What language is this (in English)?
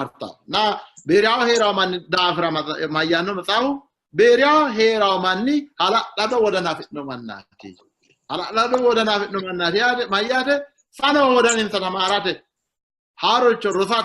Sidamo